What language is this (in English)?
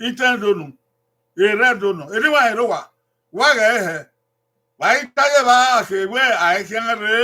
Bini